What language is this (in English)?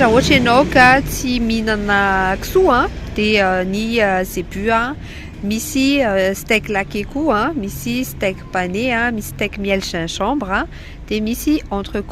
Malagasy